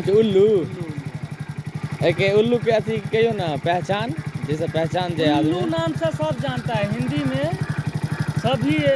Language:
Maithili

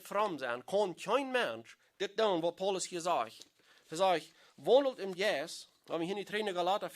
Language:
Plautdietsch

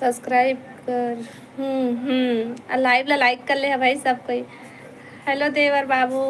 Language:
Chhattisgarhi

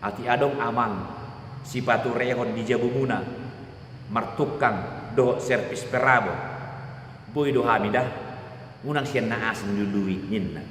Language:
Batak Toba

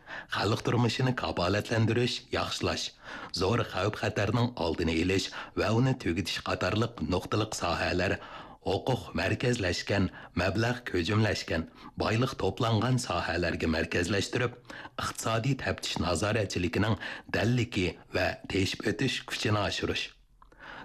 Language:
Uyghur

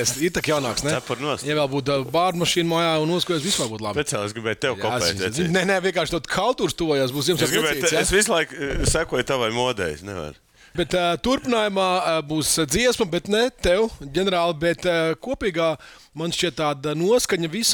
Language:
Latvian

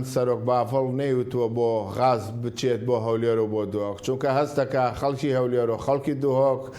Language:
Central Kurdish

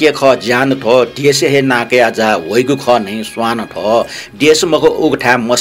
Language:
Newari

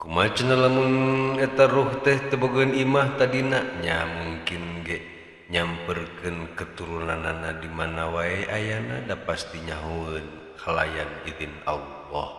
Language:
Sundanese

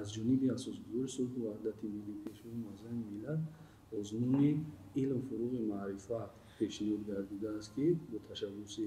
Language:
Tajik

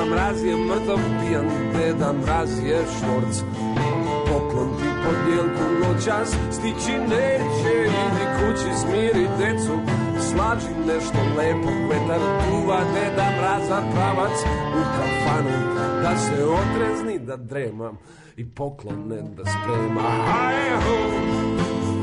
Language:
Serbian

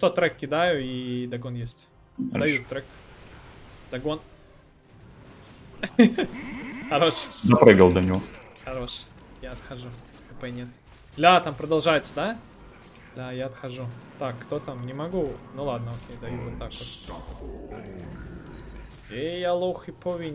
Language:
Russian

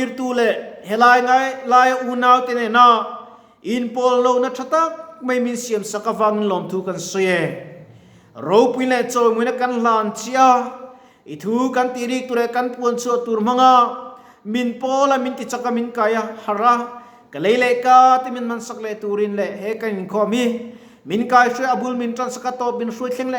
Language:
Mizo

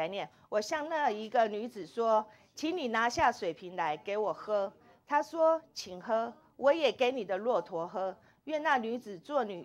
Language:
Chinese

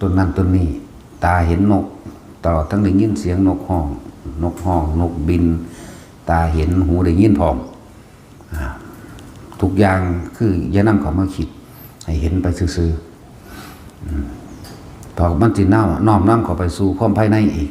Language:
Northeastern Thai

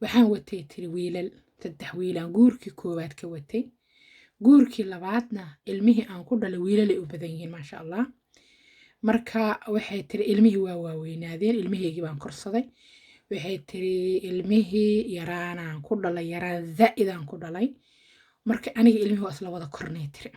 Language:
Somali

